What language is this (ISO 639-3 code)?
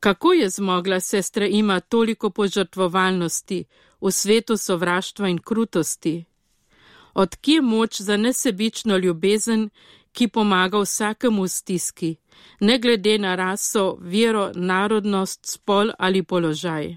slv